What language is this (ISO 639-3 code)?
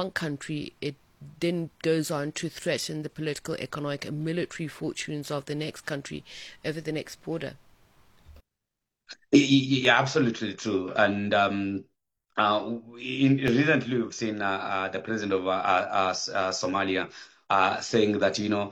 eng